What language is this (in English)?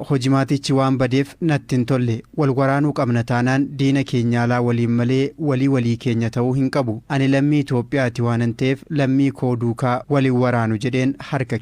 Oromo